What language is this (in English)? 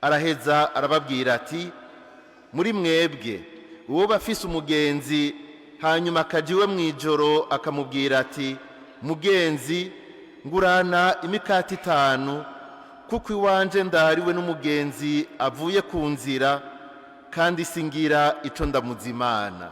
Rundi